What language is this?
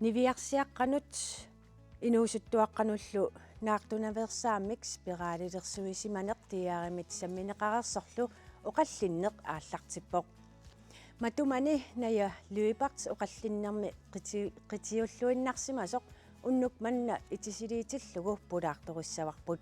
Kalaallisut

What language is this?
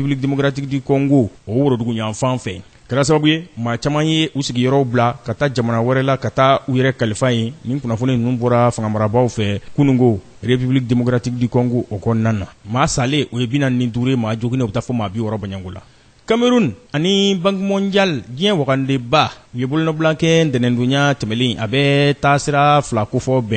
Bambara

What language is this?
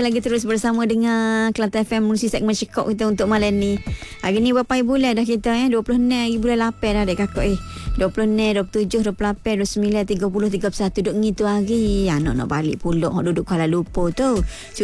Malay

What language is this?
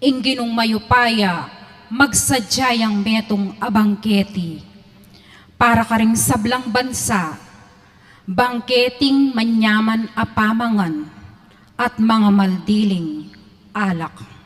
Pampanga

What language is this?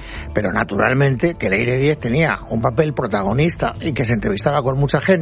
Spanish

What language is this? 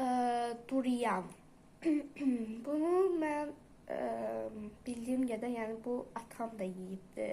Azerbaijani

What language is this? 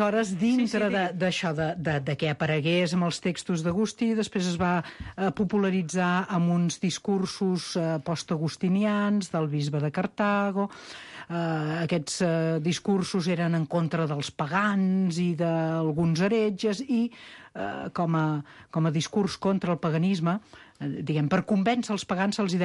Catalan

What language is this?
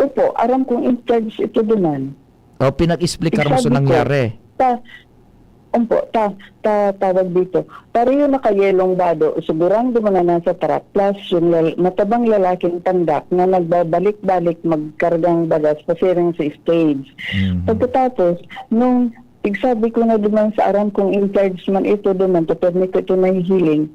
Bikol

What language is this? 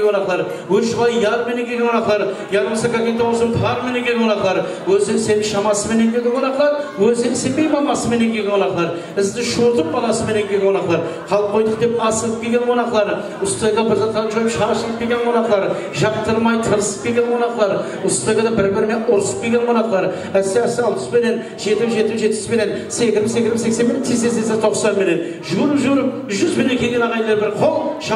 Kara-Kalpak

